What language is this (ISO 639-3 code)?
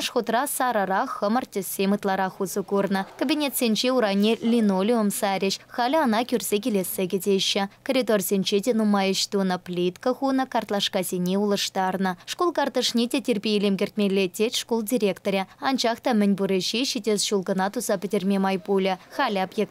chv